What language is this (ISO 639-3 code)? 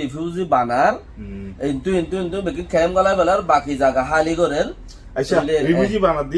rhg